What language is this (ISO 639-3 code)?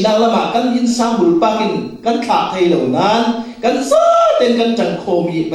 cfm